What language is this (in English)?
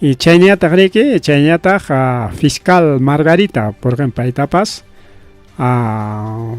Ayacucho Quechua